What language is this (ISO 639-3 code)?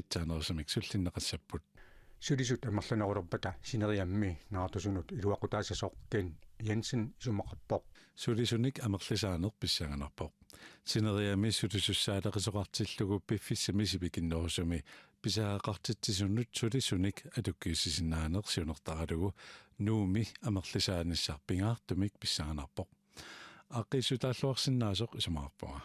kal